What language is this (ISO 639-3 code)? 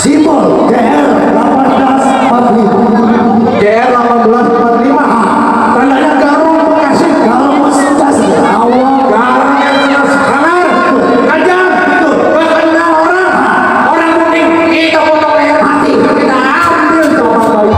bew